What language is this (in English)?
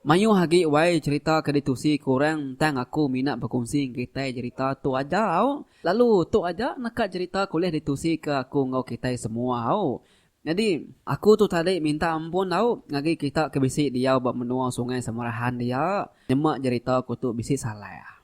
Iban